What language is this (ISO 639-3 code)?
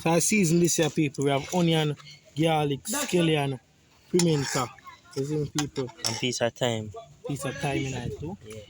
jam